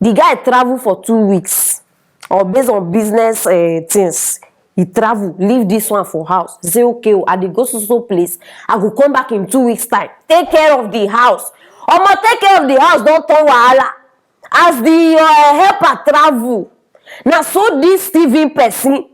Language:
Nigerian Pidgin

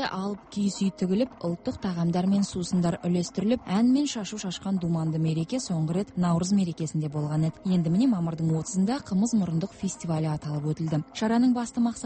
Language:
Kazakh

